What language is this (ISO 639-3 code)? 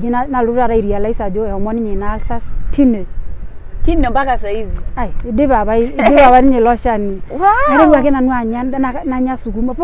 mas